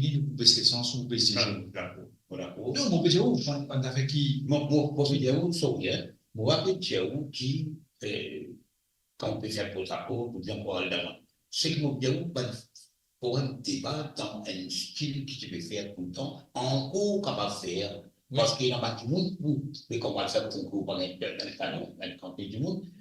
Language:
Morisyen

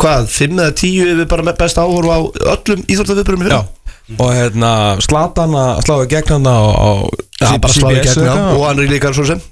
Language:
Icelandic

